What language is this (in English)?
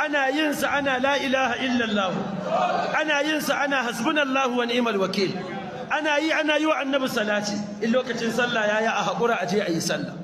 Hausa